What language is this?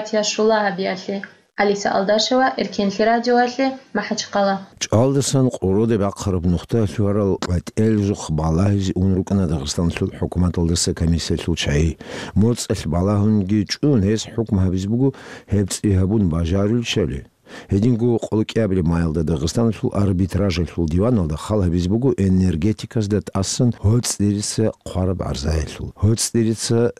Avaric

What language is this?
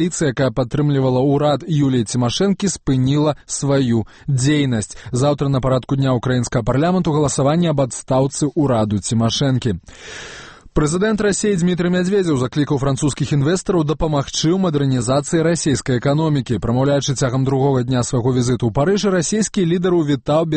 Belarusian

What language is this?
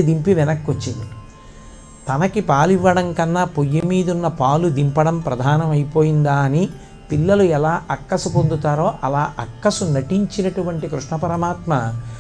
Telugu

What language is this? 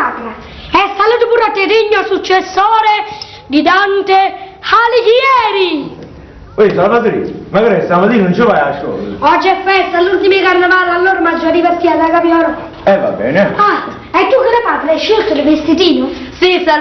Neapolitan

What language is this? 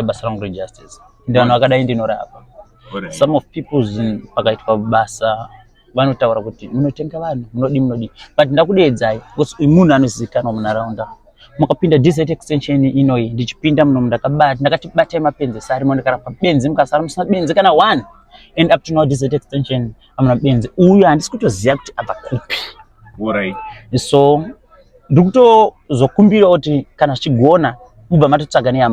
Shona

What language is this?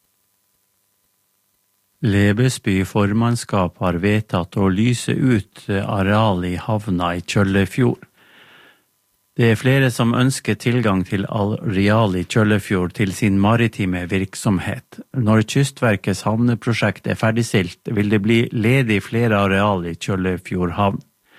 Norwegian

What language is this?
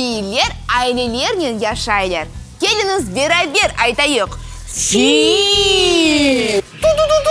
Crimean Tatar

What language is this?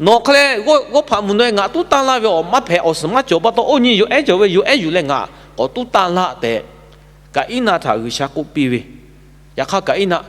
Lahu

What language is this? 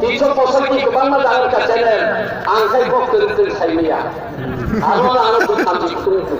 Kok Borok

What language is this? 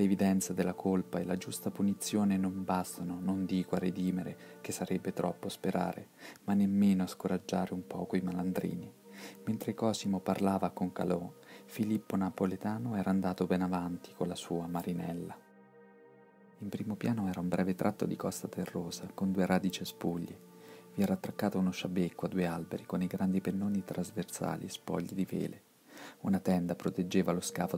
Italian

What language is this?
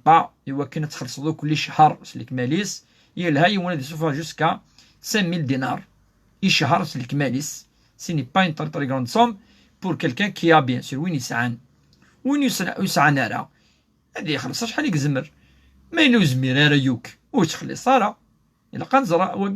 Kabyle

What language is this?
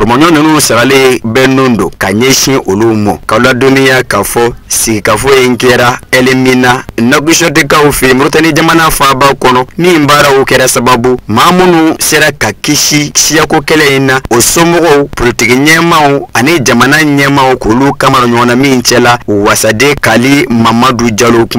Bambara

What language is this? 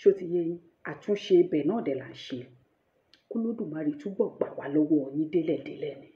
Yoruba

